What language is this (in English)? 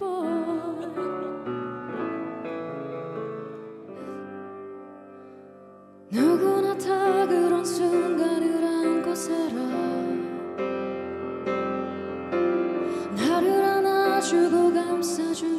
Korean